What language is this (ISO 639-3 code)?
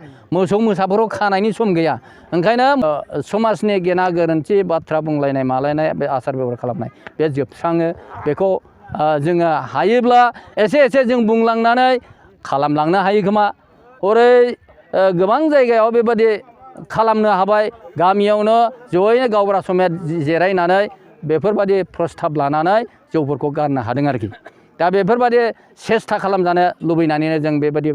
brx